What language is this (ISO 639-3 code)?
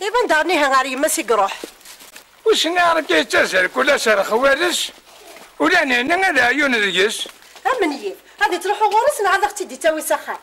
kab